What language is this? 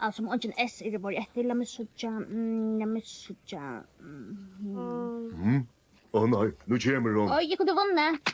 Faroese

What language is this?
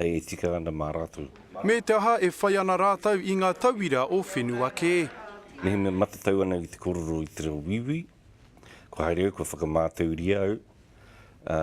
Māori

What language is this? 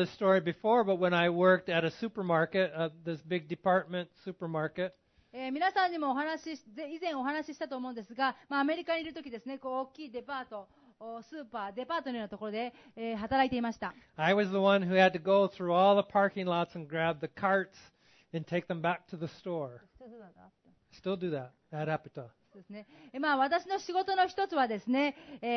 Japanese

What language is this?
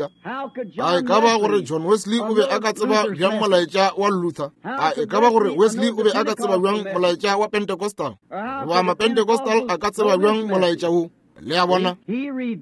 Northern Sotho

